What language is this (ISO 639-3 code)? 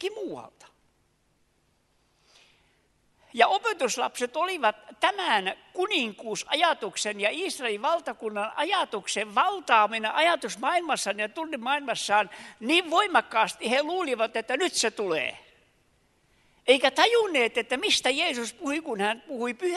fin